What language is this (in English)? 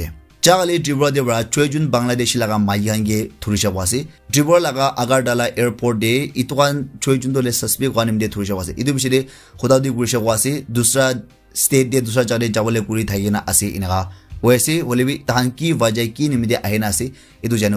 Naga Pidgin